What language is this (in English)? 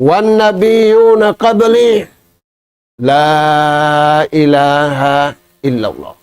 Tausug